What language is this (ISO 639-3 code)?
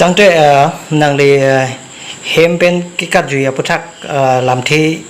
mjw